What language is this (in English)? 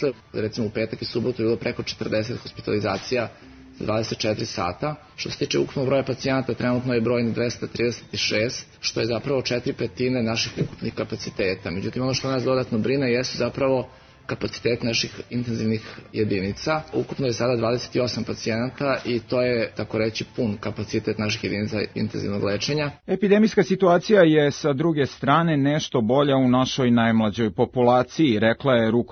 Serbian